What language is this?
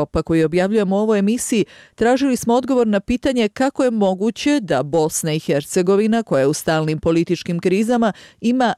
Bosnian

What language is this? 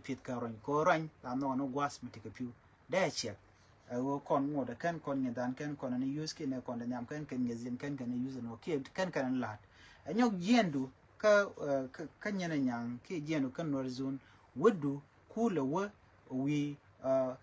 Nuer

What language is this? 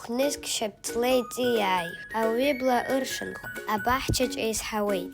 Abkhazian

